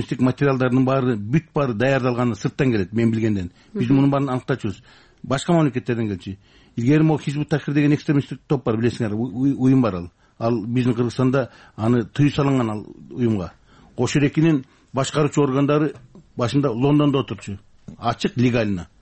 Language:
Kyrgyz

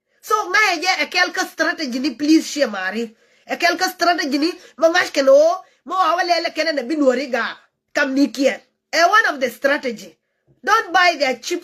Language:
Nuer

